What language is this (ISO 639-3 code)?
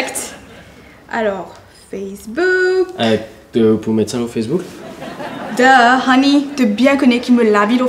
mfe